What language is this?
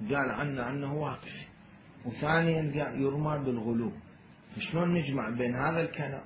Mesopotamian Arabic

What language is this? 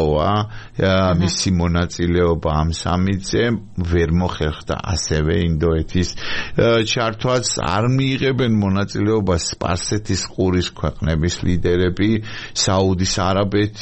Georgian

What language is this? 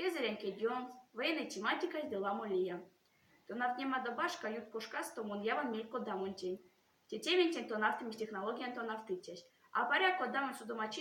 Erzya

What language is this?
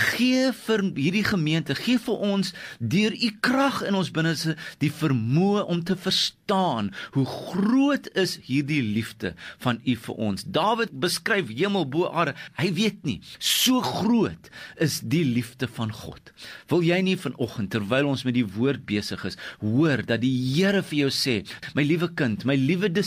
Afrikaans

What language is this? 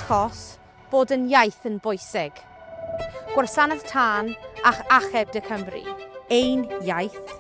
Welsh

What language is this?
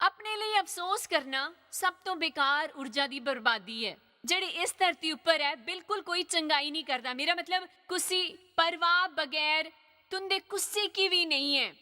Dogri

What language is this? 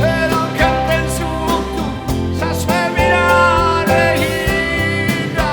Sardinian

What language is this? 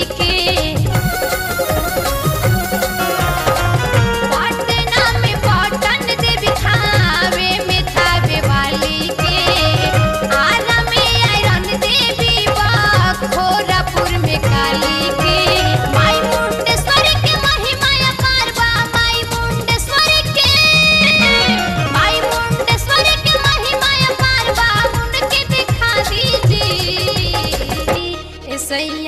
Bhojpuri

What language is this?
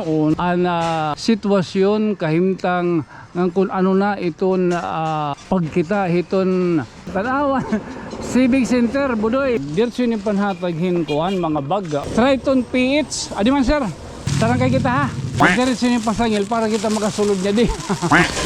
Waray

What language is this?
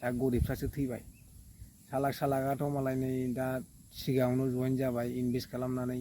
Bodo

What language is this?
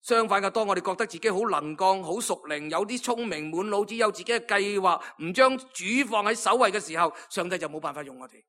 Cantonese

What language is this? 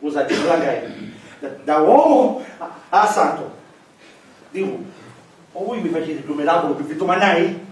Sicilian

